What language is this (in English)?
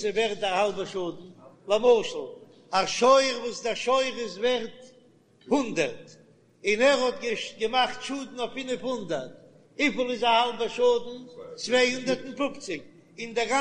Yiddish